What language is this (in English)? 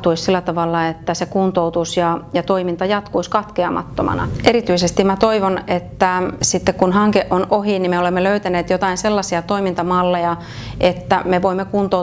Finnish